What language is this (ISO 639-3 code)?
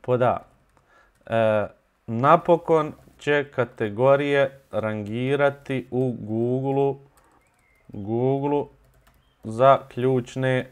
bos